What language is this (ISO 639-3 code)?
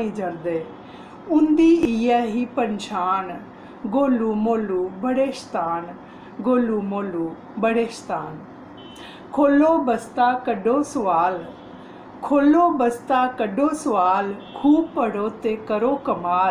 doi